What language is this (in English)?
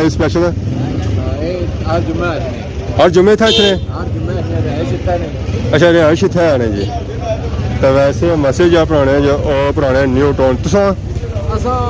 Pahari-Potwari